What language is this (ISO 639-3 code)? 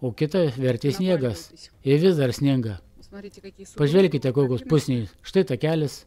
lit